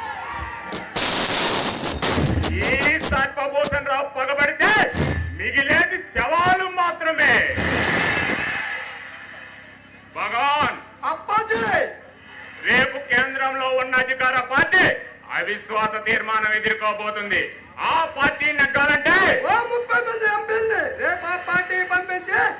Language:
Telugu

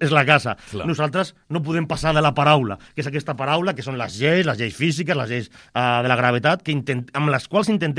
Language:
Catalan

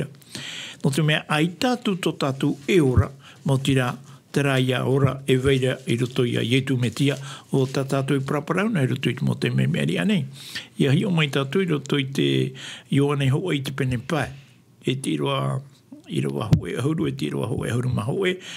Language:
Tahitian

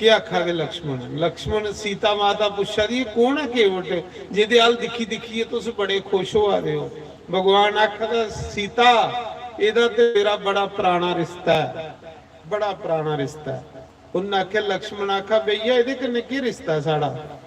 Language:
Dogri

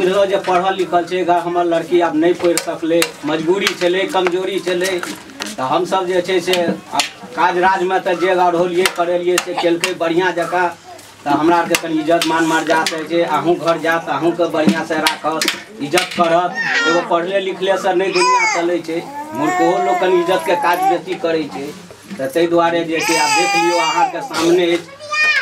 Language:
Maithili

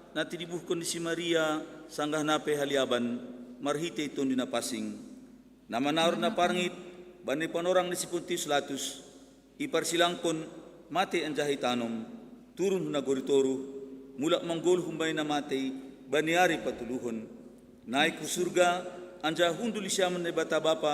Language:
Batak Simalungun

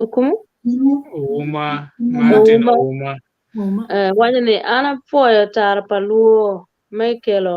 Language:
Acoli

